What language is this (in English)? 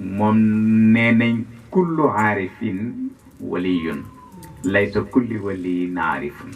Wolof